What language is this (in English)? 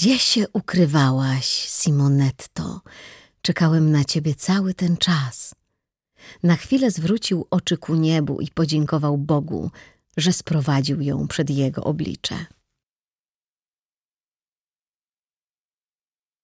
Polish